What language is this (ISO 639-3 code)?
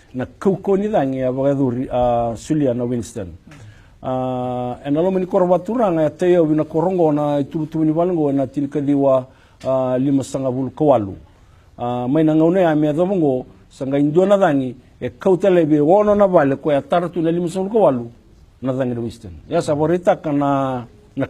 fij